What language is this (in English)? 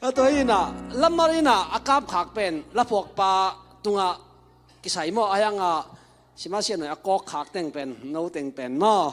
Tedim Chin